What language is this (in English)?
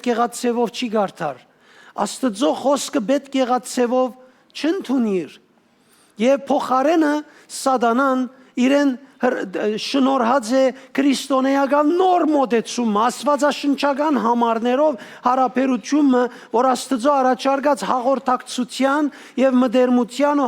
Western Armenian